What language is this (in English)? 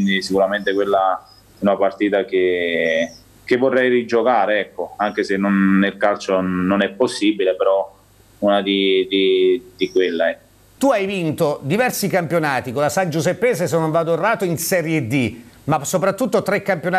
Italian